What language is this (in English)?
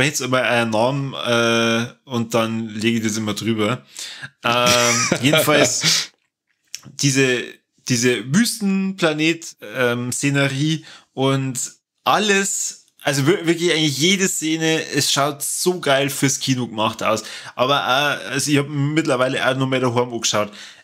Bavarian